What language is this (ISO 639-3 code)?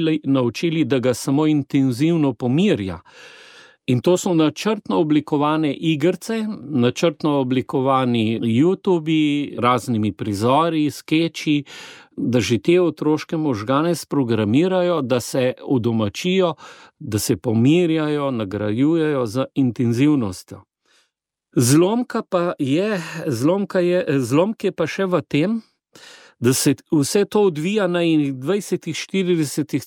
slv